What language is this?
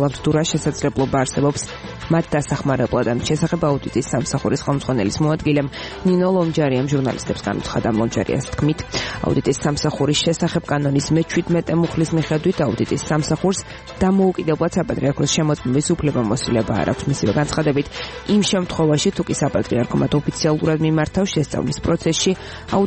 Georgian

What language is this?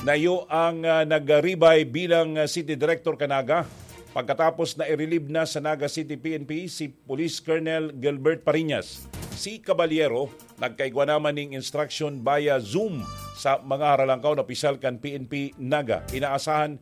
Bikol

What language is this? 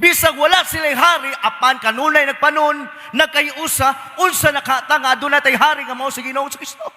Cebuano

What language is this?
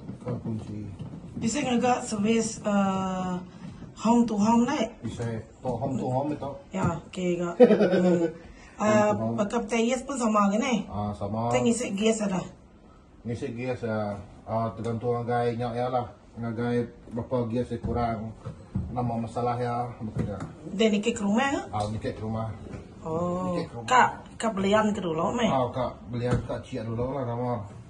Iban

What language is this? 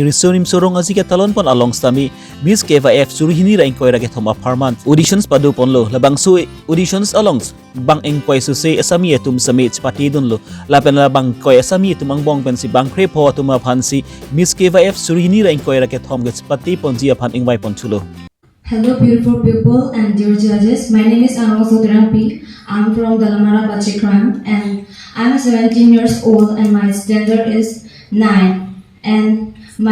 Karbi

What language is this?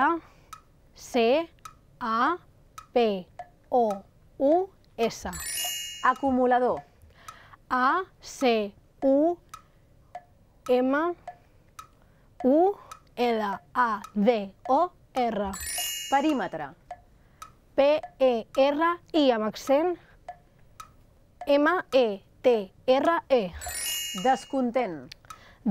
Catalan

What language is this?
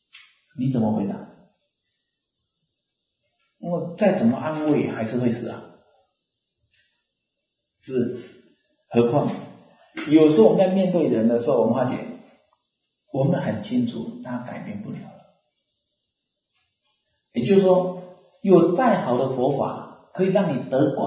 Chinese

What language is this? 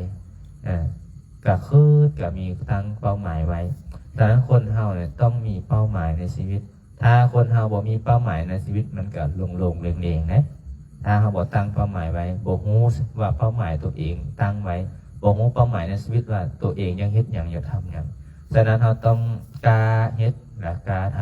Lao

